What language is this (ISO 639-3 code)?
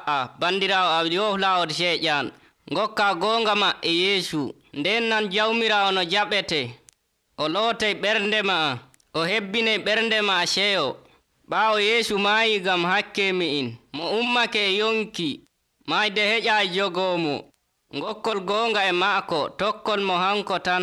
fuv